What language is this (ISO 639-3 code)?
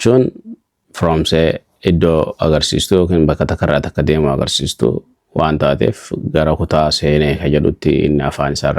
orm